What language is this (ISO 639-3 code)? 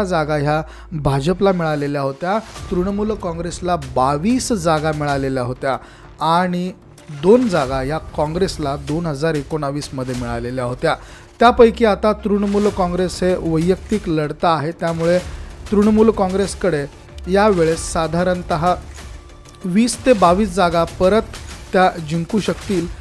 mar